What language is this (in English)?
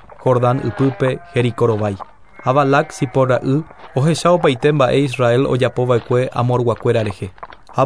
Guarani